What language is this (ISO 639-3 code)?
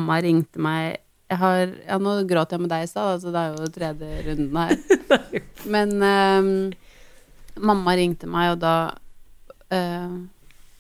nor